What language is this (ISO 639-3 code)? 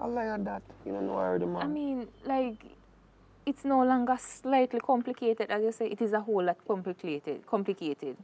jam